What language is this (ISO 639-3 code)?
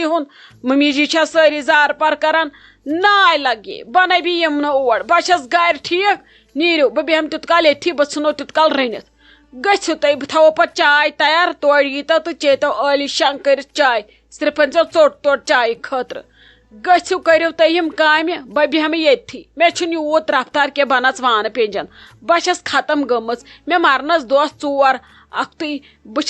kas